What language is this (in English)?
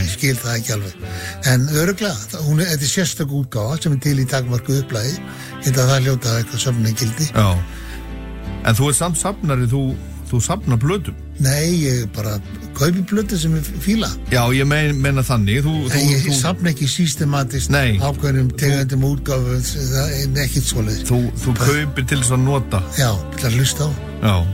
Icelandic